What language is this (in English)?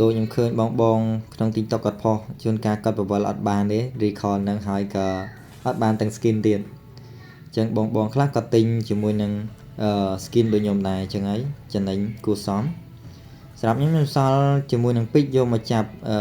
Khmer